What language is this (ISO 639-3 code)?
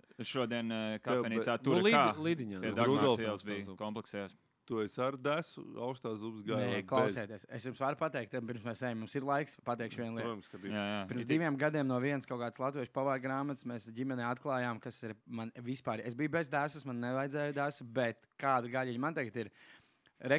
lav